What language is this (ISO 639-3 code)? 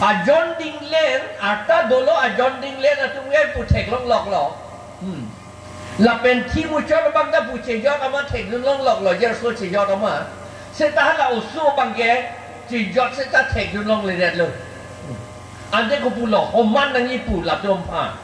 mjw